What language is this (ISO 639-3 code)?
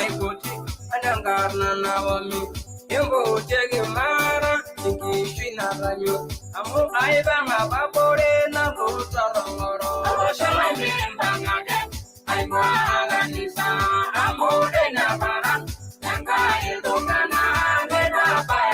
mas